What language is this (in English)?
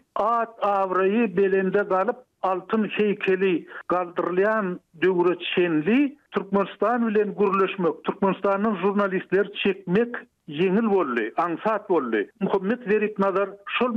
Turkmen